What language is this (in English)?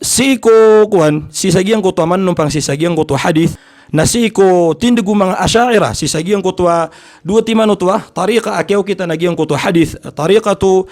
Maranao